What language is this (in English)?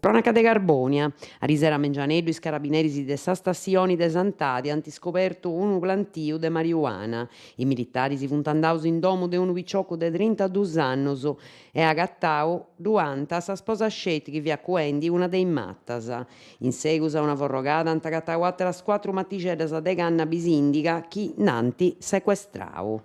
Sardinian